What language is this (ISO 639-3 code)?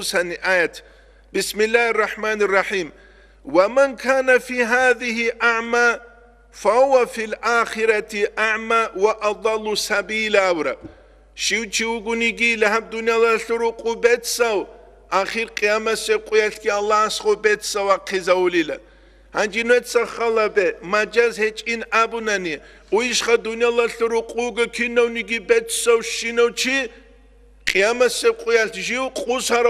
ava